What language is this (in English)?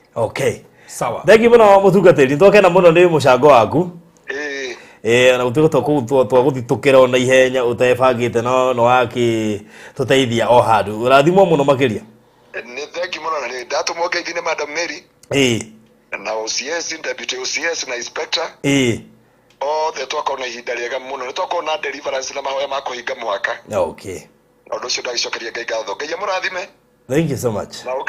Kikuyu